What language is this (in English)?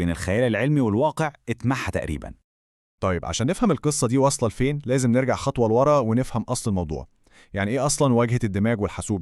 Egyptian Arabic